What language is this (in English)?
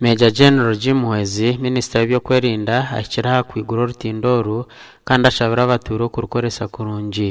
Nyankole